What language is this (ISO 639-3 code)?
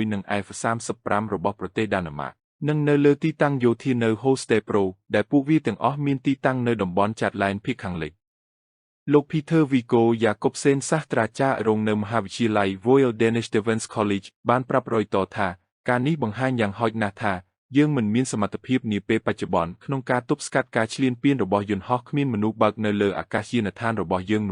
khm